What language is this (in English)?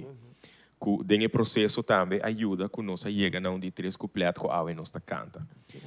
Papiamento